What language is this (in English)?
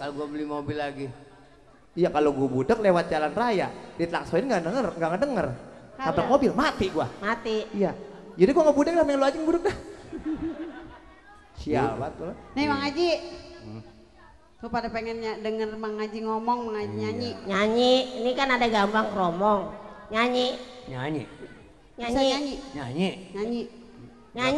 Indonesian